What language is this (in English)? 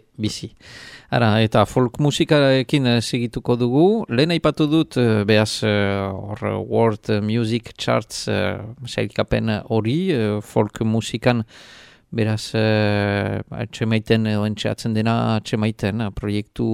Basque